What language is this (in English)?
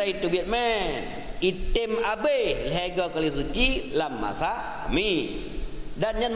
Achinese